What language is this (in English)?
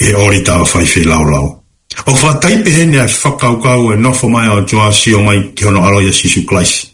Tongan